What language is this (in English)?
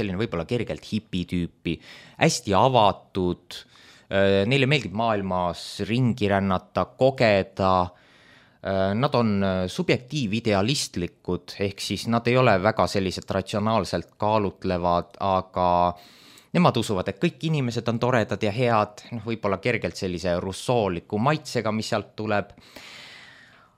Estonian